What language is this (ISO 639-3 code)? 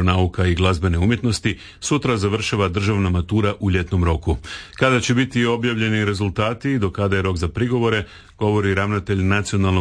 hrv